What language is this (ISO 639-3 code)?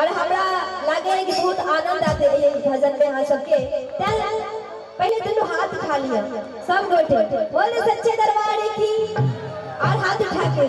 mai